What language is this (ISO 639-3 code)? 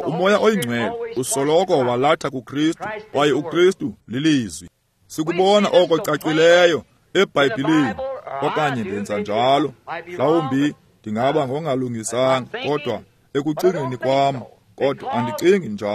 xho